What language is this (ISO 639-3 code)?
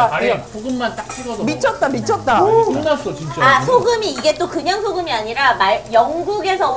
kor